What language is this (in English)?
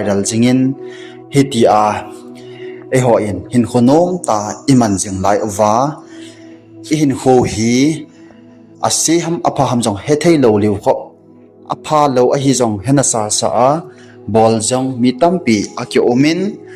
Thado Chin